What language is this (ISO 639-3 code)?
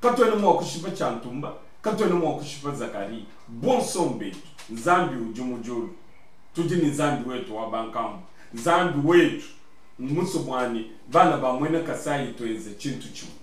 lua